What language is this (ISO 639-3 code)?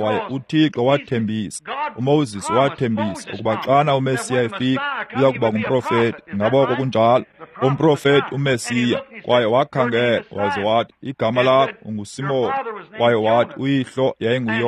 xho